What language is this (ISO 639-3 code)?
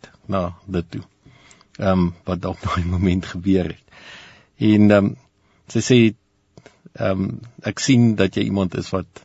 afr